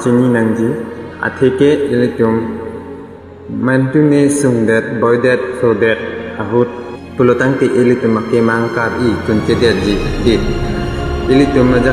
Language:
Karbi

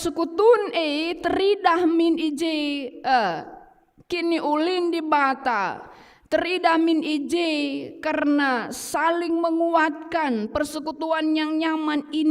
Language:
Batak Karo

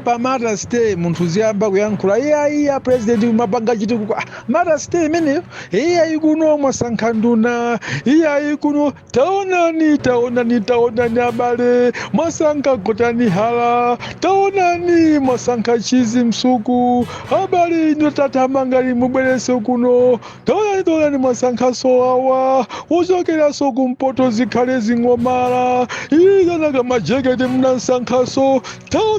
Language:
Nyanja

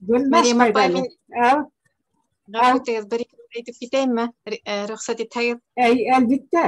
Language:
Bashkir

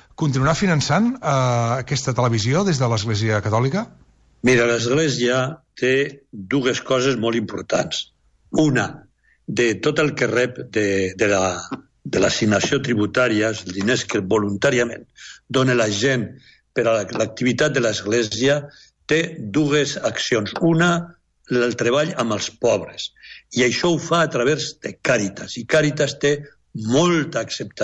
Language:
Catalan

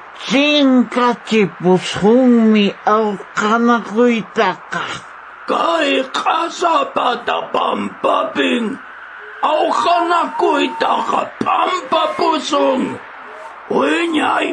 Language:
Quechua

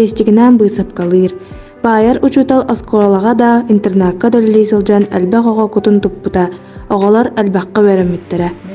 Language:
Yakut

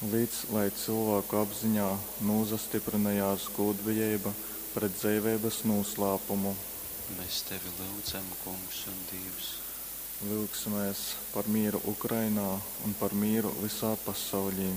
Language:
Latgalian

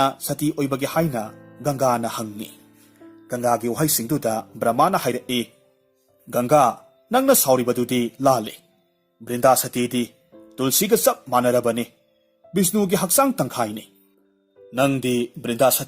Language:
Manipuri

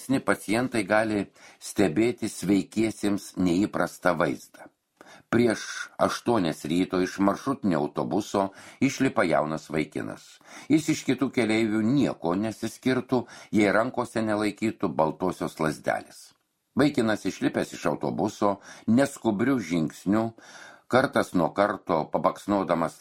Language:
Lithuanian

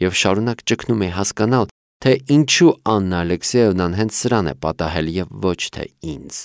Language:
Armenian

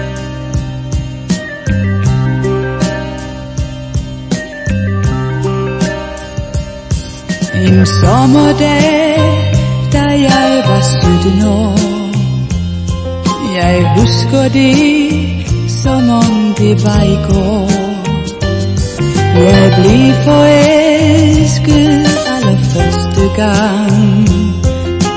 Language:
Danish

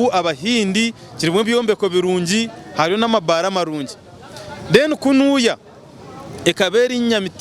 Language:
Nyankole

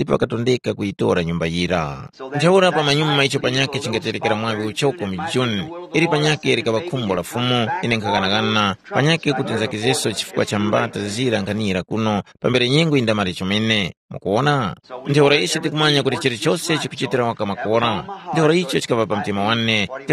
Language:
Tumbuka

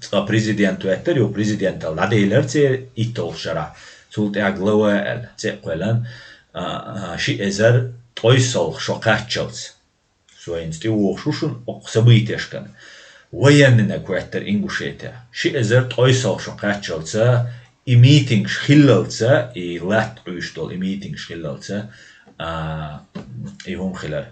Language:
Chechen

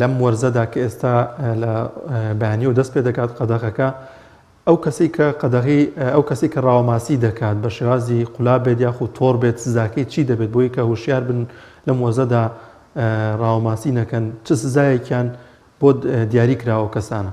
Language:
Central Kurdish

